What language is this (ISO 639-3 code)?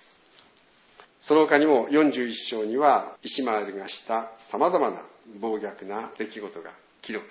jpn